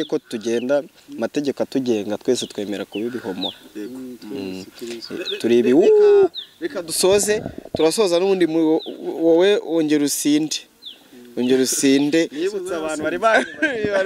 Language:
Kinyarwanda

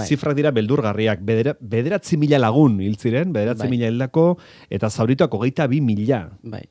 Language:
Basque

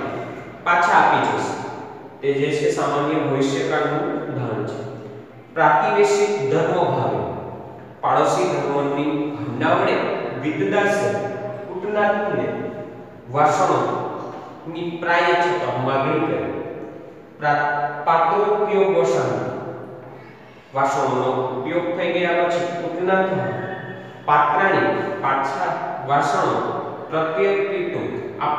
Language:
Gujarati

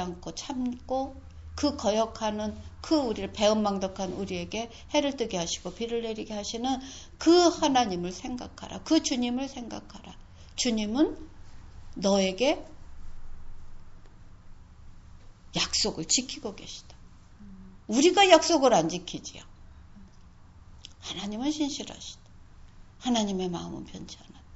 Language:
Korean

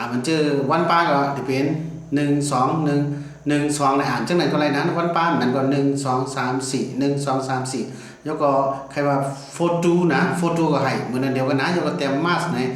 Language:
Shan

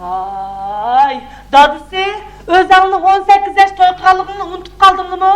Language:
Uyghur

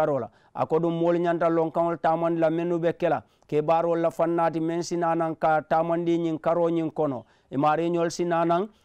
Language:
Mandingo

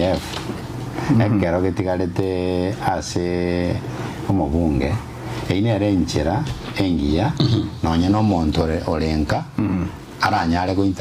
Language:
Gusii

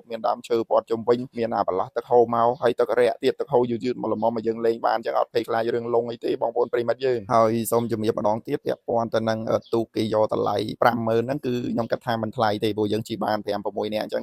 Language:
Khmer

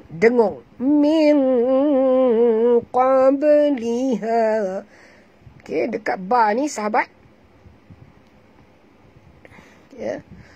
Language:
Malay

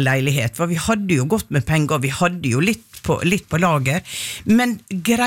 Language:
Norwegian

